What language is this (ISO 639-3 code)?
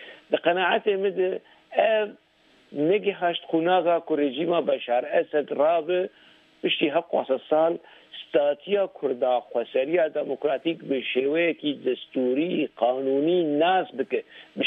kur